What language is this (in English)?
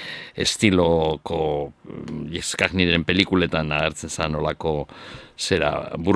Basque